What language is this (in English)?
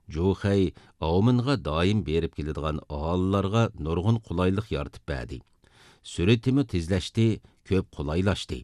Uyghur